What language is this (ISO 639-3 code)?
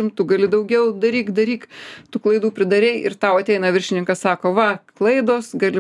lit